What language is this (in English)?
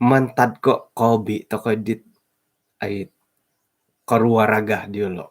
Central Dusun